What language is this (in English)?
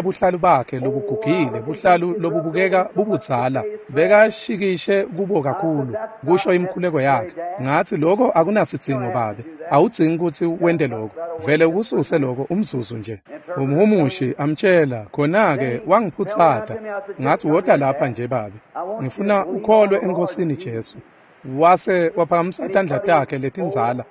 Swati